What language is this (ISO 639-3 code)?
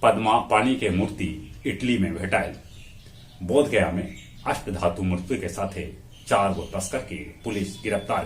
mag